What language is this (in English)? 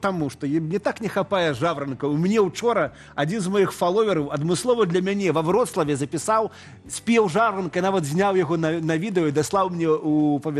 Belarusian